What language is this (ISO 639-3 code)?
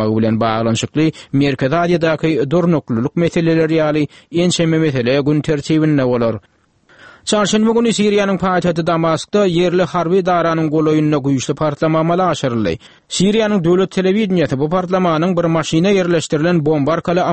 tuk